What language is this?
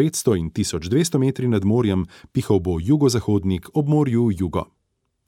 Slovenian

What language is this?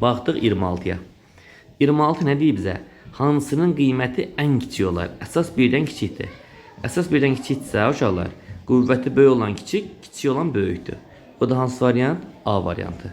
Azerbaijani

